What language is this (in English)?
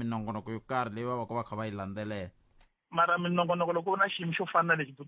Tsonga